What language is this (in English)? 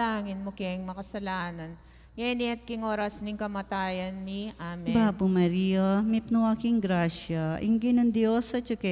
Pampanga